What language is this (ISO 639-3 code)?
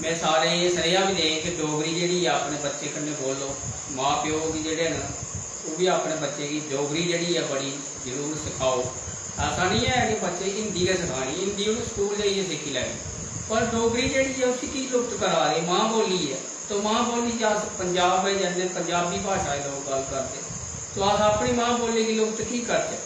doi